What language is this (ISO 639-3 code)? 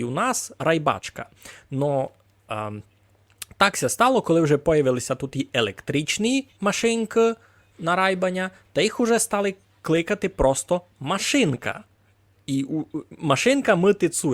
rue